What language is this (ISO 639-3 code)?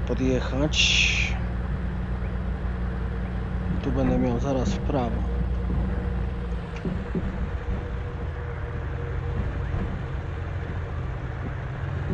pol